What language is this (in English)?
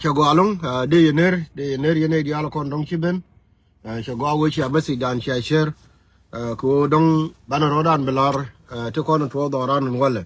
Nuer